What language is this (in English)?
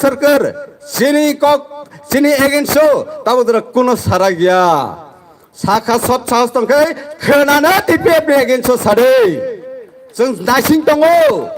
Kok Borok